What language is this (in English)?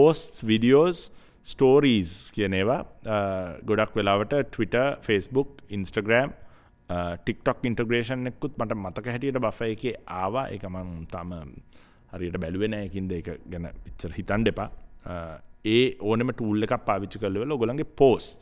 Sinhala